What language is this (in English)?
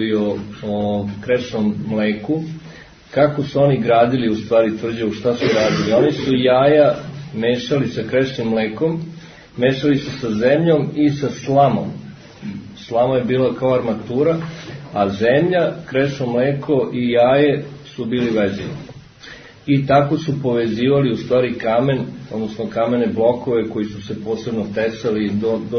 Serbian